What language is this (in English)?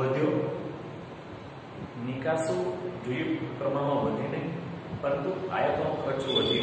Gujarati